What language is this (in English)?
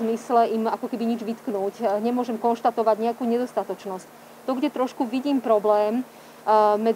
Slovak